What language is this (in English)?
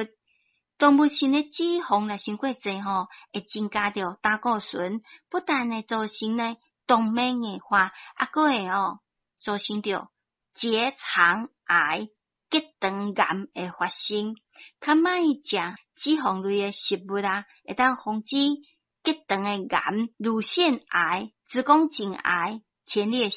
Min Nan Chinese